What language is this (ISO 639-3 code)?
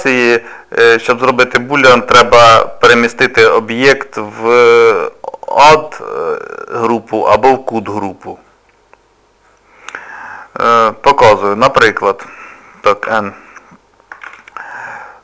ukr